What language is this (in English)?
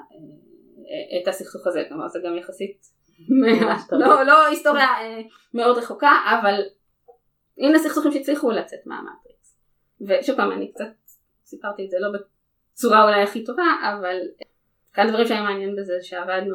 Hebrew